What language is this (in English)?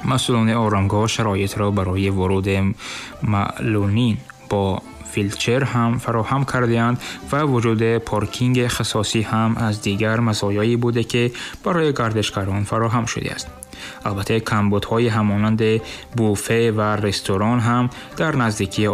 Tajik